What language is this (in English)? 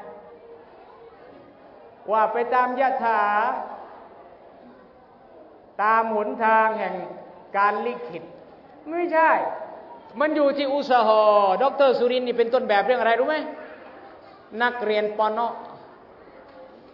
Thai